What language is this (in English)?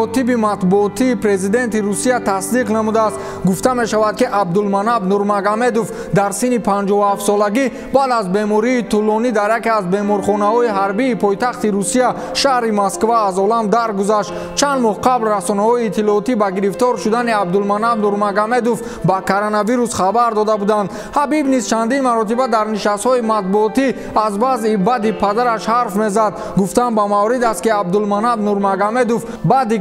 Tajik